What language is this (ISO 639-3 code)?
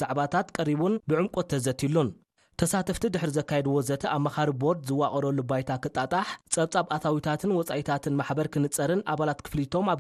tir